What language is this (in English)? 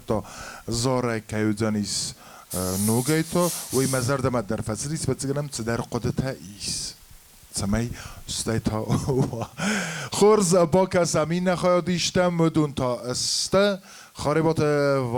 Ossetic